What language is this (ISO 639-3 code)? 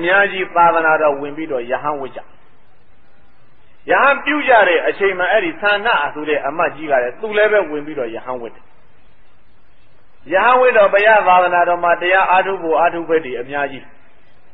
mya